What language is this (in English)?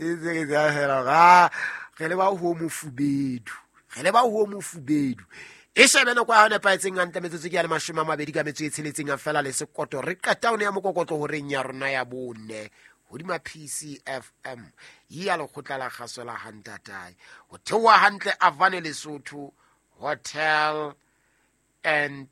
Southern Sotho